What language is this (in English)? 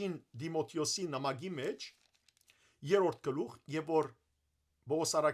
Western Armenian